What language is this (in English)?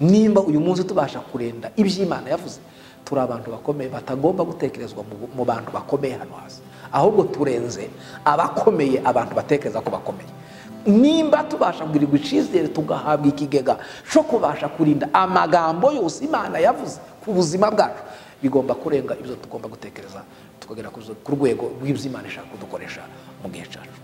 Kinyarwanda